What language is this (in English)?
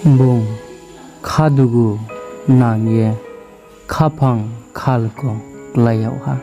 Riang (India)